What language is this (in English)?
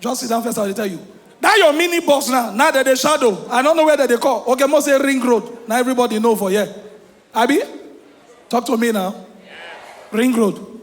Nigerian Pidgin